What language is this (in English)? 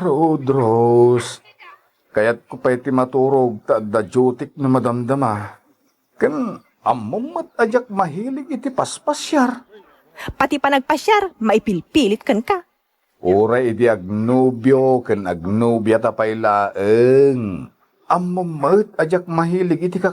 Iloko